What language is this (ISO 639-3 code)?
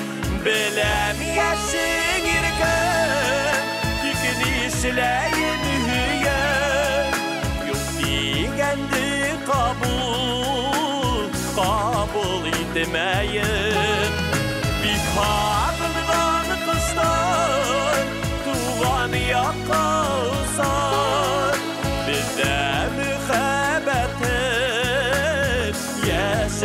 bak